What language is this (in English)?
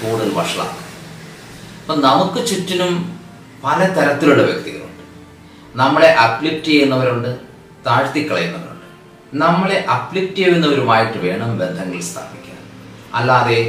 Malayalam